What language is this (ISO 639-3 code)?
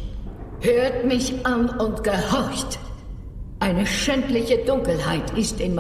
gsw